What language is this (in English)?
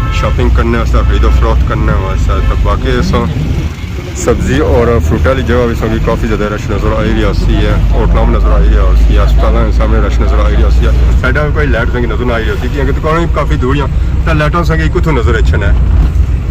Pahari-Potwari